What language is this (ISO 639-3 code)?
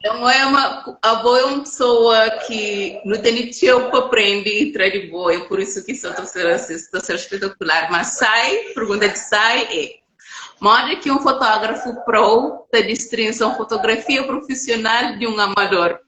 kea